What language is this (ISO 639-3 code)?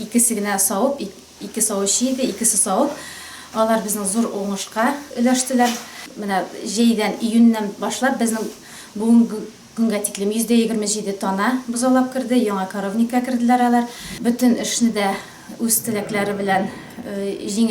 tat